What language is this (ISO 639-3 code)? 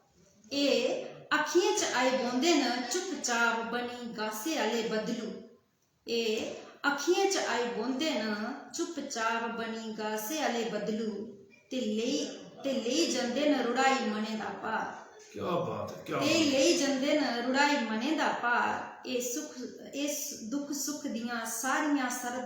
doi